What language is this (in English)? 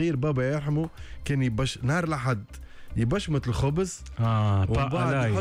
Tunisian Arabic